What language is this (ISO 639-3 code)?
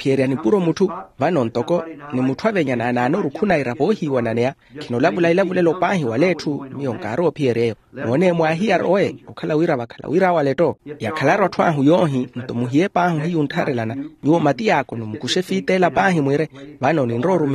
vmw